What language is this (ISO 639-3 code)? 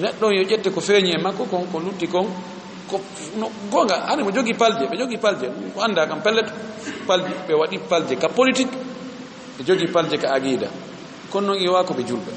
ful